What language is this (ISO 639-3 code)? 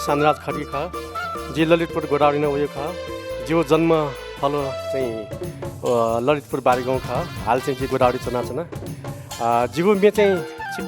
new